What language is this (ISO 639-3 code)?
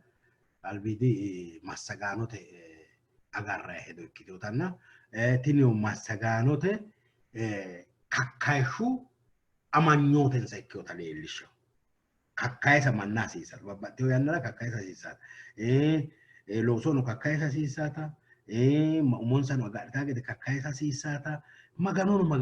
sid